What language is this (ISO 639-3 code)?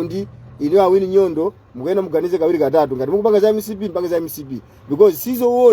nya